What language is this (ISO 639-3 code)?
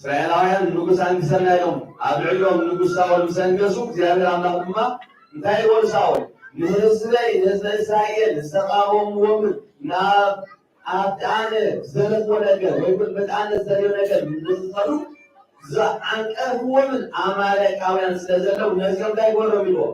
tir